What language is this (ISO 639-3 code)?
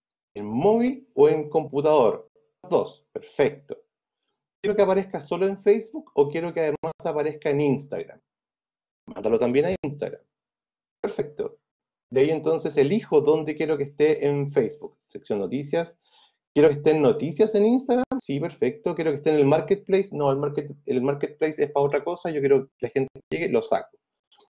spa